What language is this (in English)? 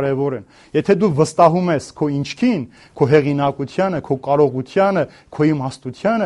Armenian